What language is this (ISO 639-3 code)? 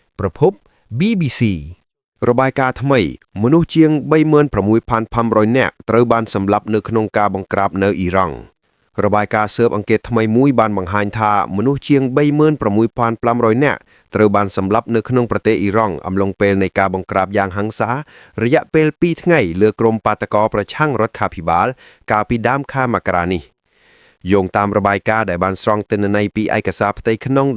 khm